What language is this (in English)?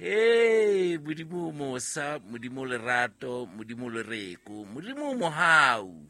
Southern Sotho